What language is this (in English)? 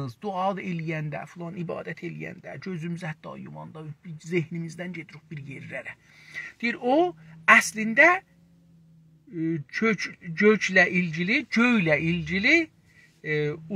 South Azerbaijani